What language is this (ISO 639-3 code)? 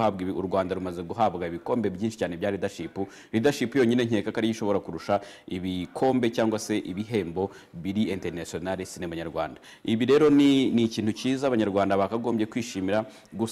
kin